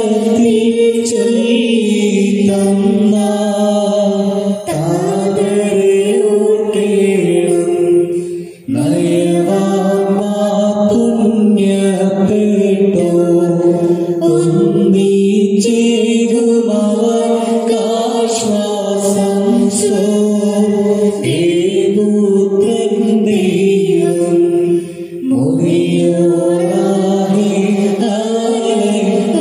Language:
Malayalam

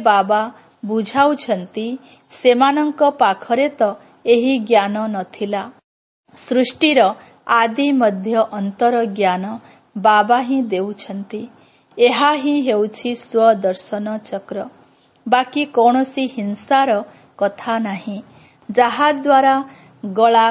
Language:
Odia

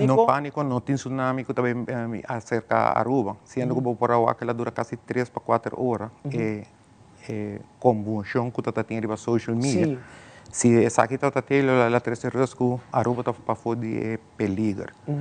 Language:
Papiamento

